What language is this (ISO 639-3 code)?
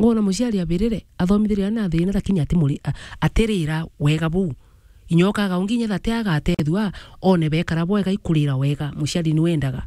mer